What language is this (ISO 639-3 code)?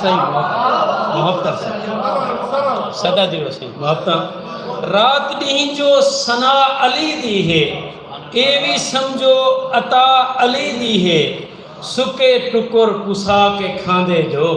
skr